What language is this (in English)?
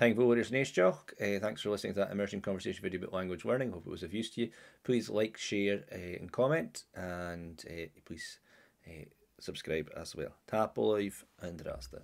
Scottish Gaelic